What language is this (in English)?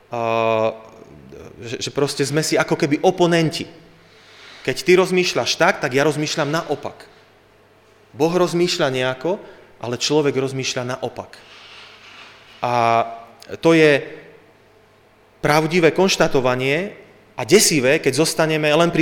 Slovak